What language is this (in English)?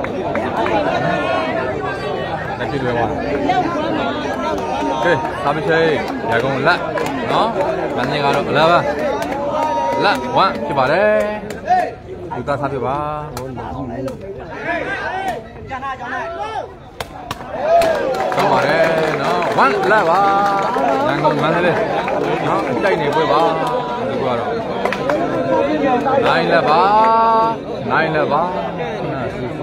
Burmese